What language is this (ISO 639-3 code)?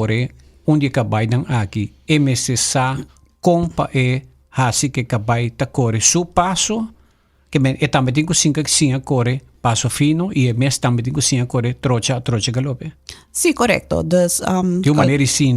pap